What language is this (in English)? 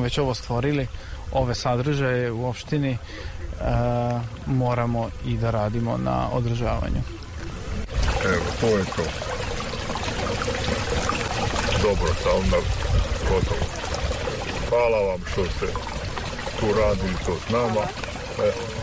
Serbian